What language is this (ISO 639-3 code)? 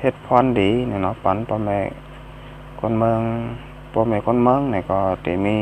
shn